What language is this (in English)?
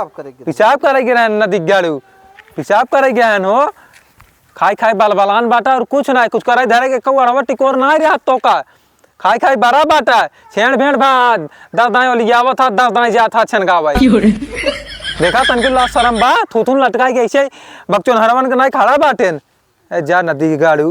Awadhi